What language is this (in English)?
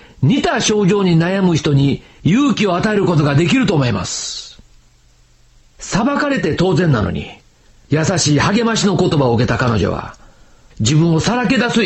Japanese